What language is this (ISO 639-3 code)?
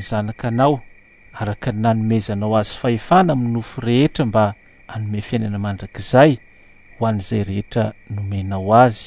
mlg